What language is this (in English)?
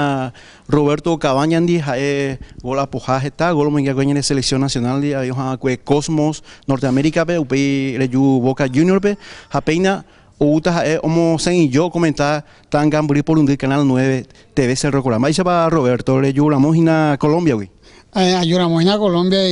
Guarani